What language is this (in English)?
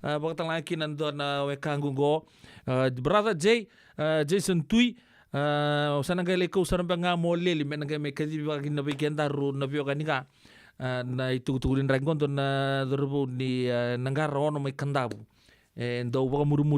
Fijian